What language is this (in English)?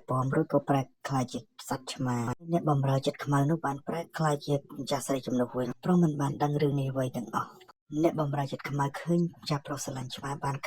Khmer